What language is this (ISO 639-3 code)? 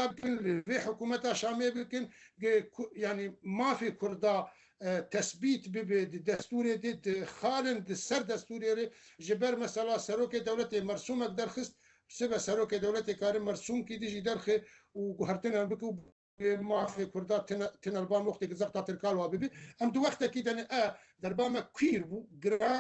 kur